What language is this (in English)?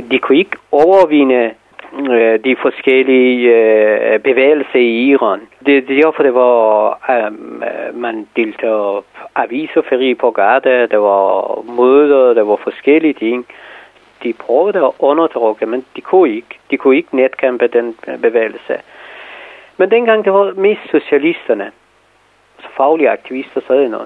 Danish